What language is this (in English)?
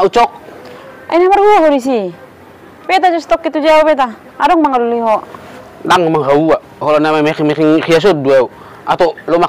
Batak Toba